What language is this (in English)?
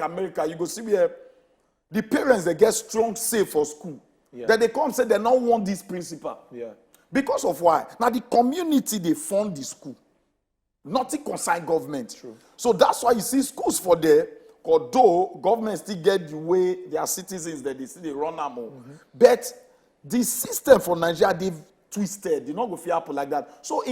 Nigerian Pidgin